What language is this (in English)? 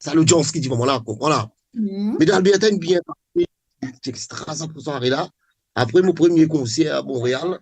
Morisyen